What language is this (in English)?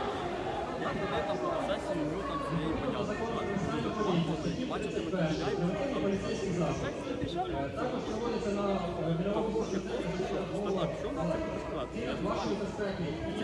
Ukrainian